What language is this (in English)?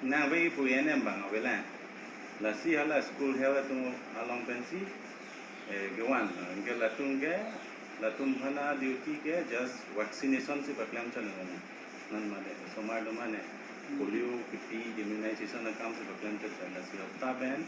Karbi